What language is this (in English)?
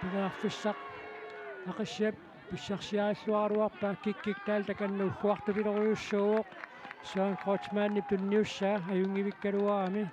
Kalaallisut